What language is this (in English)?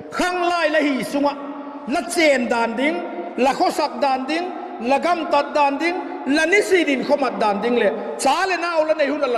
Vaiphei